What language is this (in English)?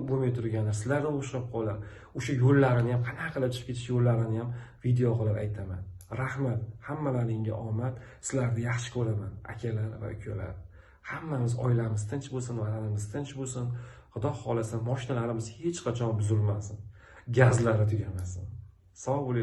Uzbek